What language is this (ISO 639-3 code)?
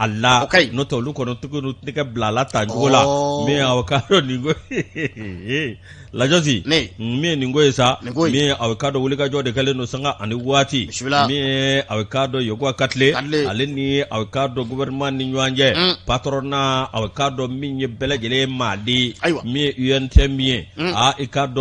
bam